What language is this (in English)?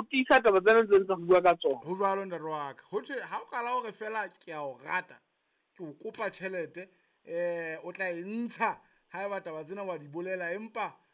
Southern Sotho